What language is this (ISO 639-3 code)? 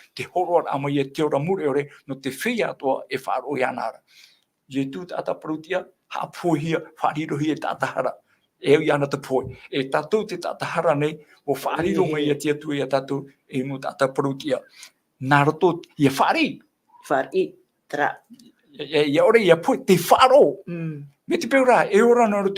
tah